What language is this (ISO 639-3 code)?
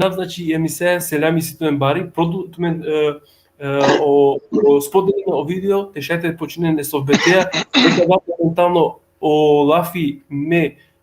rmn